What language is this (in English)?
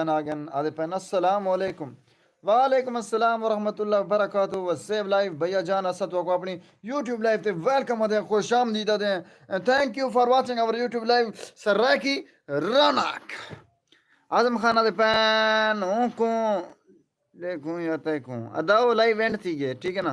Saraiki